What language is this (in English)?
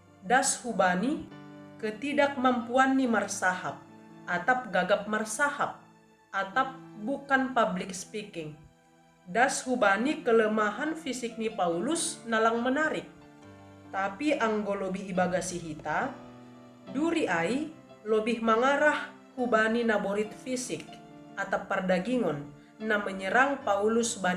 Batak Simalungun